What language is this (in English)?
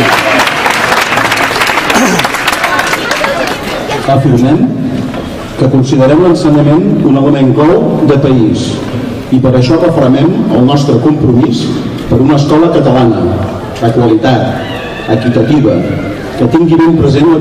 Catalan